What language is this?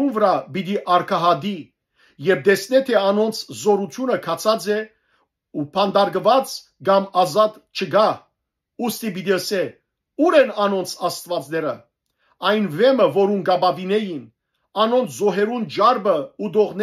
Western Armenian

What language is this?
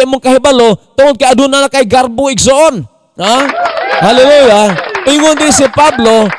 Cebuano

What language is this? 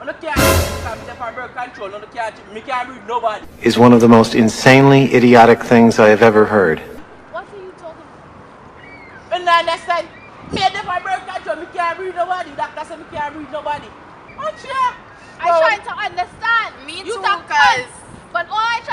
Jamaican Creole English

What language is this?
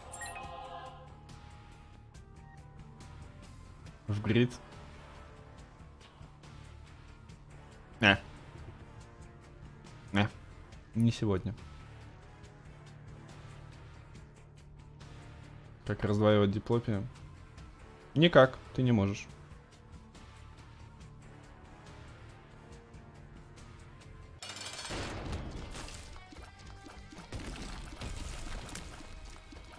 Russian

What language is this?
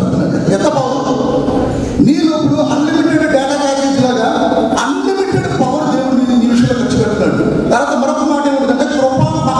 Telugu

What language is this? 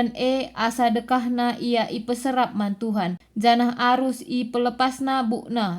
Batak Karo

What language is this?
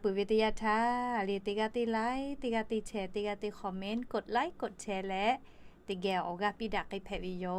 Lahu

